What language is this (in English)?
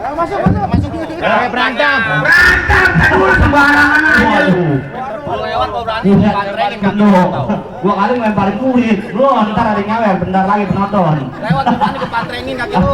Betawi